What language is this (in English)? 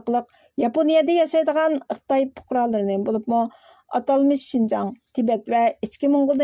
Uyghur